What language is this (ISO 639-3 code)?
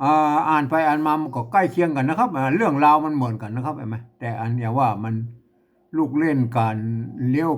nod